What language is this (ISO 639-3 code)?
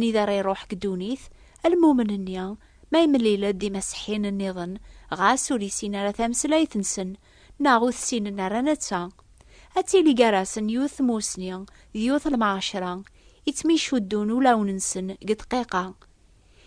kab